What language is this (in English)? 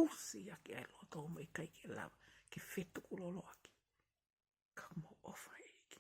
Tongan